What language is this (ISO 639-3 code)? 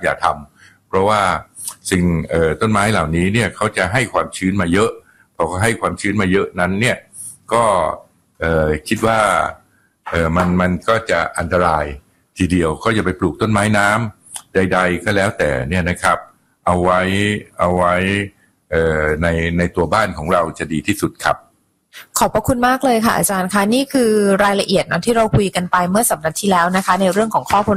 tha